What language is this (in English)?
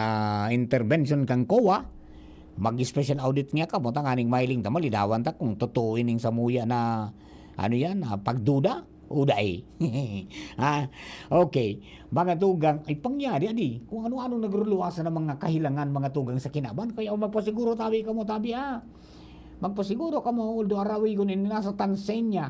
Bikol